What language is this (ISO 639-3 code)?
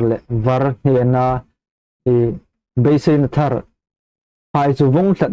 hmr